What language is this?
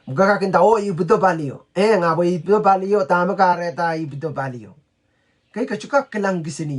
Pohnpeian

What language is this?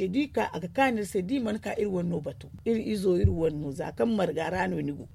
Zarma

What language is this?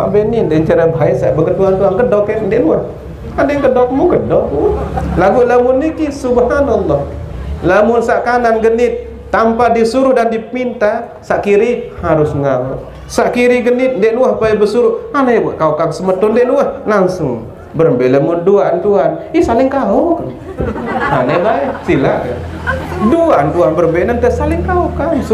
Sasak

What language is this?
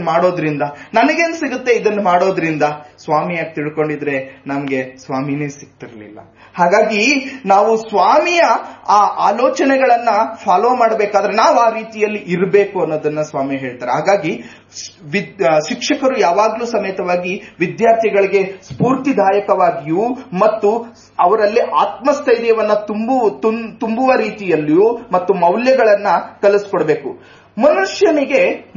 Kannada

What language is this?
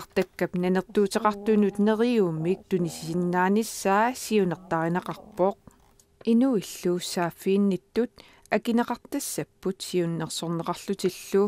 Kalaallisut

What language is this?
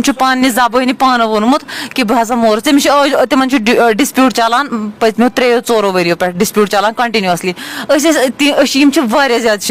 Kashmiri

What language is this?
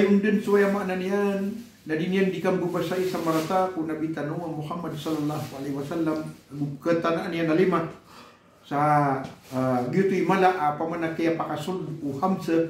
Maranao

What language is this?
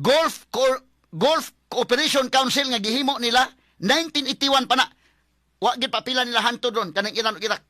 Cebuano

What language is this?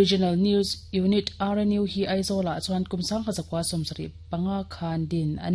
Mizo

